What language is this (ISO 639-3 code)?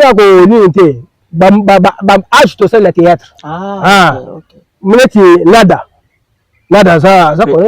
lin